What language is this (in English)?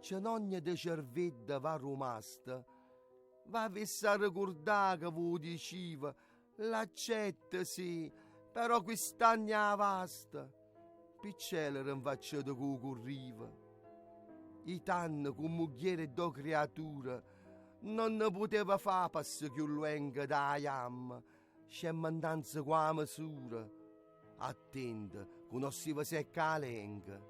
Neapolitan